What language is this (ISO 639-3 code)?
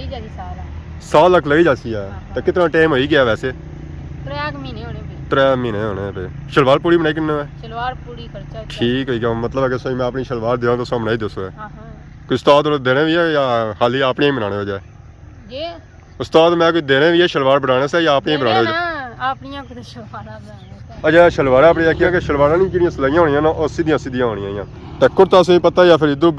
phr